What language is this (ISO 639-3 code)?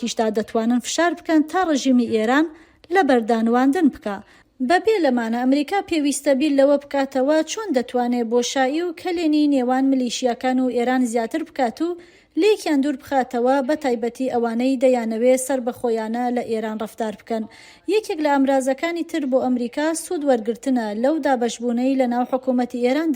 ckb